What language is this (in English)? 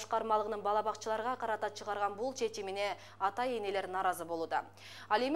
Kyrgyz